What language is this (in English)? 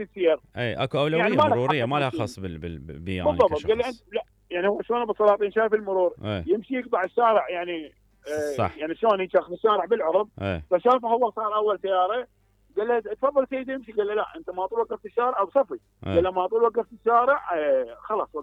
Mesopotamian Arabic